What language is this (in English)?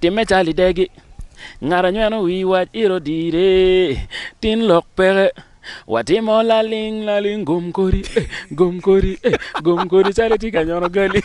Acoli